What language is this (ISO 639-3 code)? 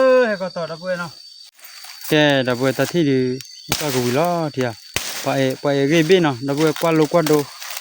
ksw